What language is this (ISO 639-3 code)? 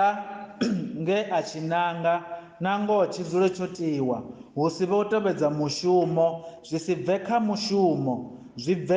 ven